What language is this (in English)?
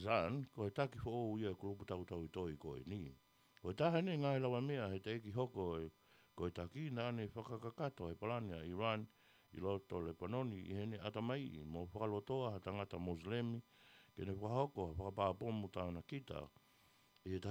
Tongan